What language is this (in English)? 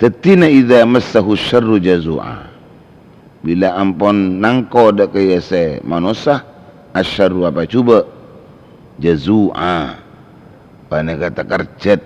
Madurese